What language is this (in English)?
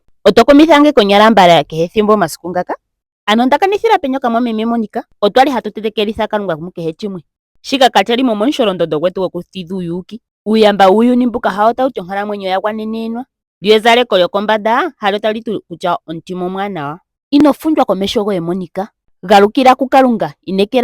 Ndonga